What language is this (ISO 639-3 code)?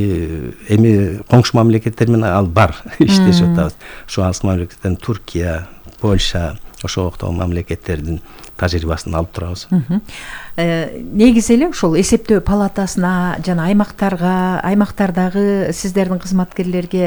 kir